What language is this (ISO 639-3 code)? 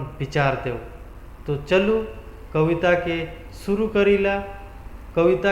sck